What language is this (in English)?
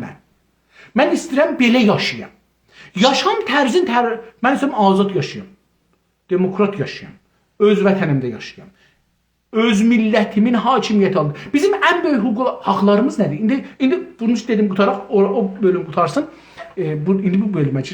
South Azerbaijani